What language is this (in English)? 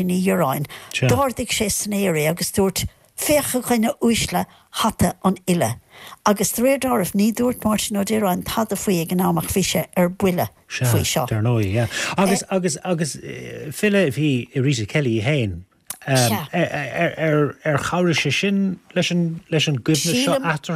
Irish